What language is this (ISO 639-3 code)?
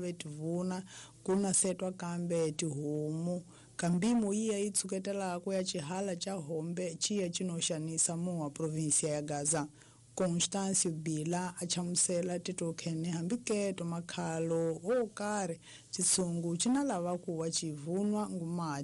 tso